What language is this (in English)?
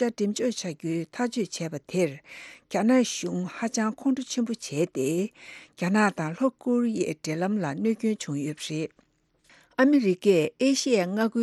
Tibetan